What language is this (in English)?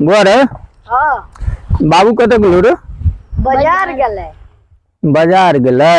Maithili